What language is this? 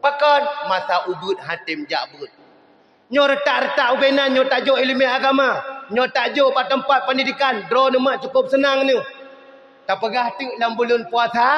Achinese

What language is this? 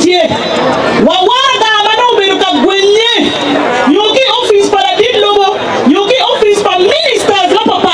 Acoli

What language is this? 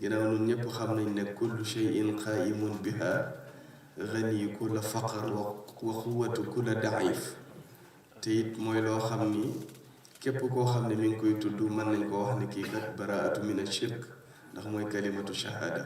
Wolof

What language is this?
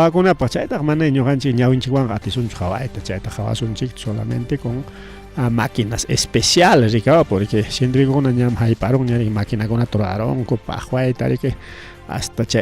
Ayacucho Quechua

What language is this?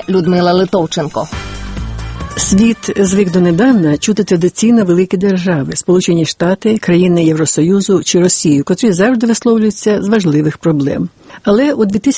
Ukrainian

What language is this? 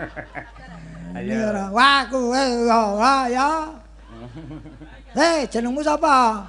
Javanese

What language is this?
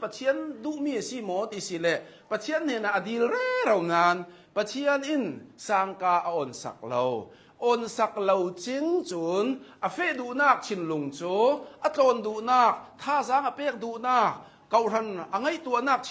Hakha Chin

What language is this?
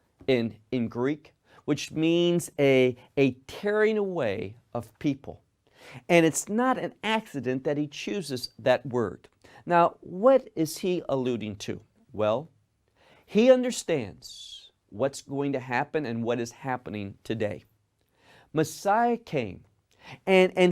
English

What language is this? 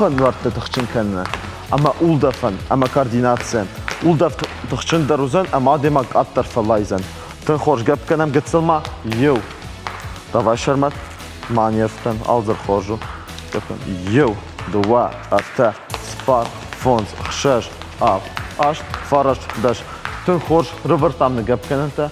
Ossetic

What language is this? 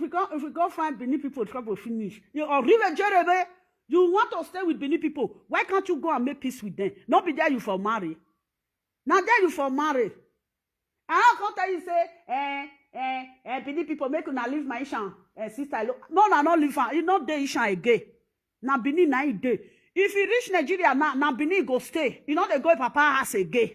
Nigerian Pidgin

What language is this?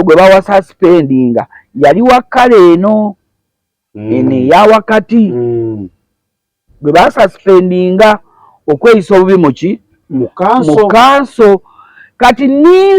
Ganda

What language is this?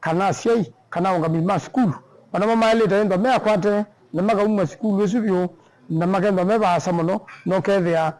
Kamba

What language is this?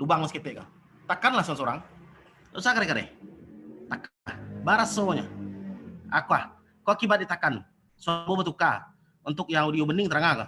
Minangkabau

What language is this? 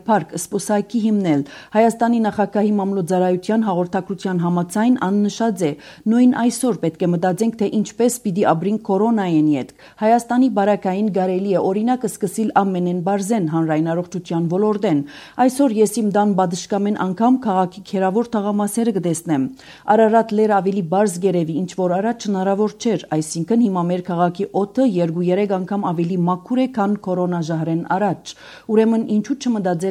Armenian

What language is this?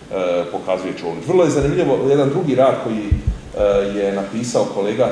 Serbian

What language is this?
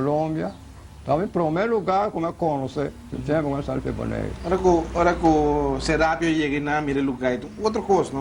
Papiamento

